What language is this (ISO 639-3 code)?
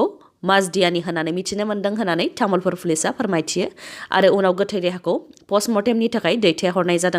brx